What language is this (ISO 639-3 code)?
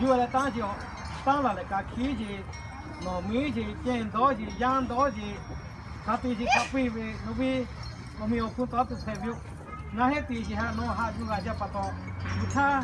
lhu